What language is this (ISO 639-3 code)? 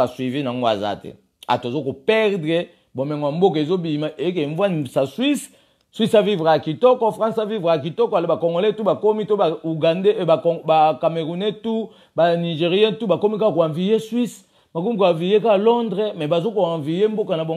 lin